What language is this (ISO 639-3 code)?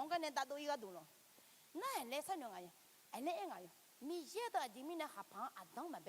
ahk